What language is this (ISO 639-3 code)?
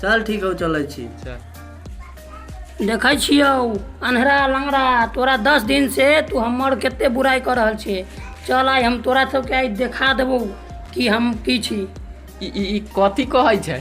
mai